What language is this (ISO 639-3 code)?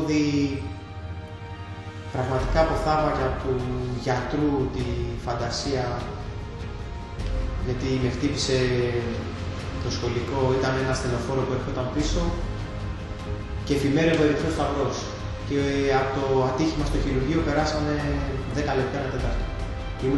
ell